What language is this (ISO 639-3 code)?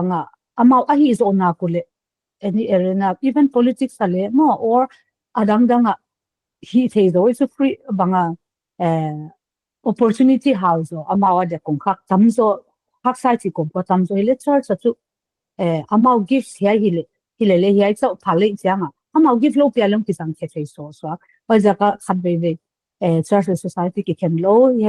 pck